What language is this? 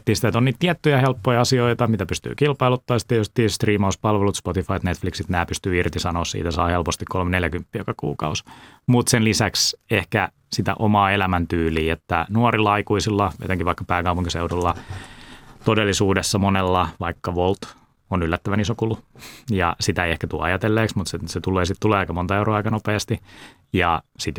Finnish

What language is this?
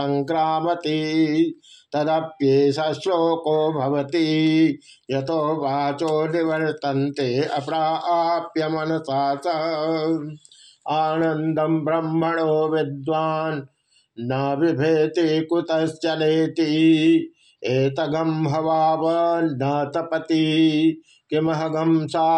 Sanskrit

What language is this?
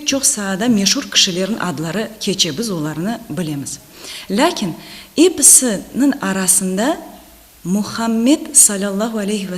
Crimean Tatar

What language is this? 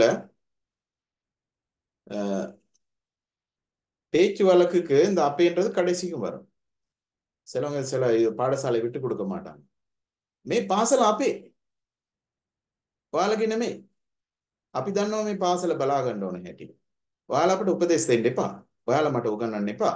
Tamil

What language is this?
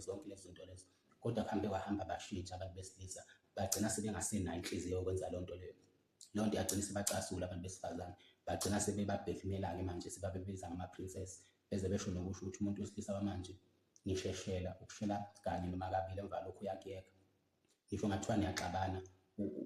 Zulu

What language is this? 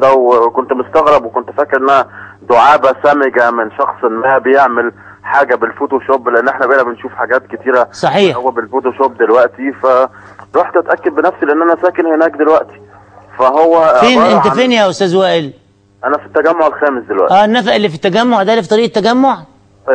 Egyptian Arabic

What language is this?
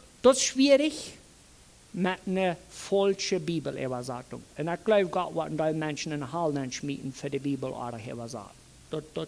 Plautdietsch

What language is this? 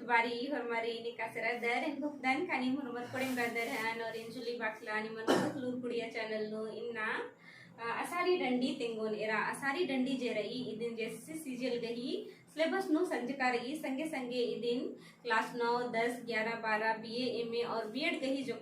Kurukh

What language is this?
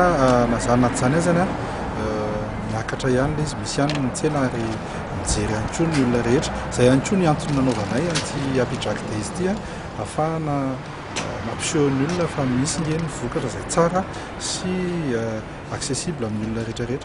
Malagasy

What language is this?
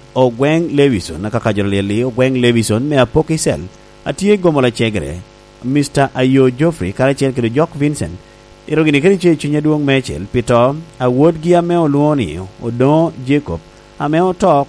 Lango (Uganda)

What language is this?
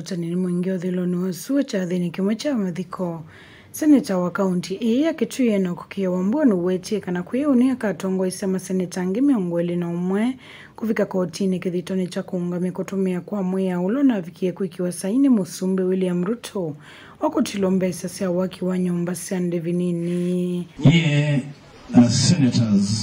Kamba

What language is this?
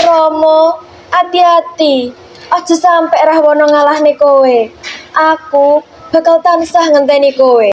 Javanese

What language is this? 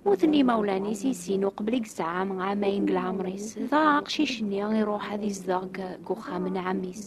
Kabyle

